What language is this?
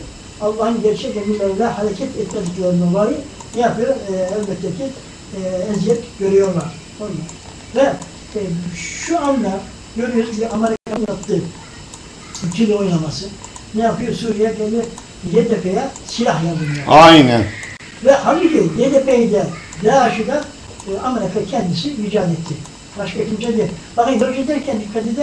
Turkish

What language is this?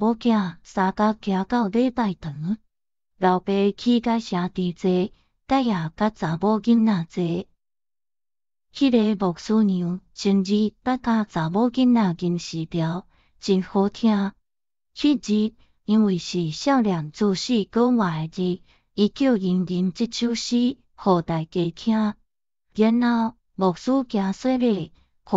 Min Nan Chinese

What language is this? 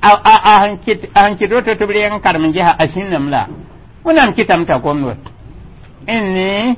Mossi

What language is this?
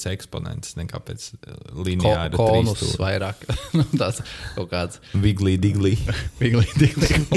Latvian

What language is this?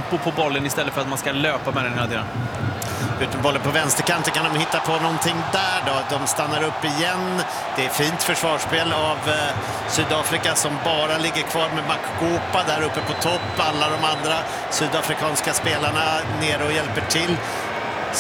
Swedish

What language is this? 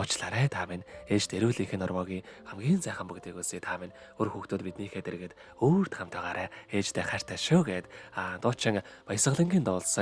Mongolian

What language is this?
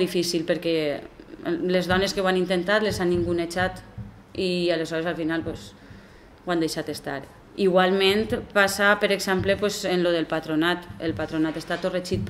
Catalan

